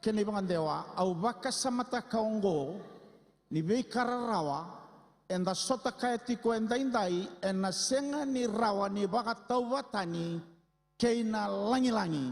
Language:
Fijian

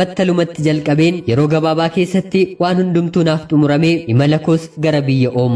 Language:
Oromo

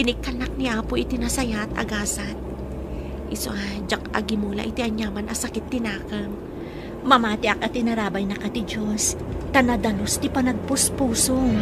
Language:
Iloko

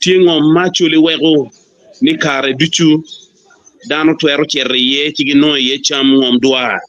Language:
Acoli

